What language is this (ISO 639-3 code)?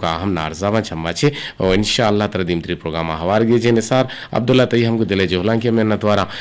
bgp